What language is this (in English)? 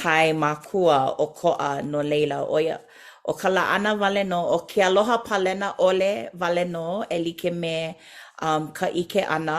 Hawaiian